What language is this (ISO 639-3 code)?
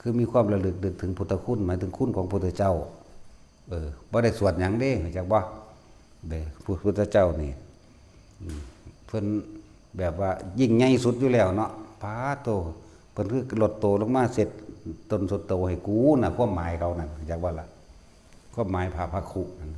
tts